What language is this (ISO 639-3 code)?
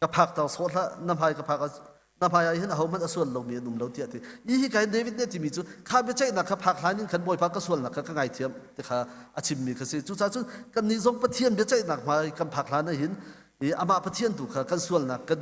cnh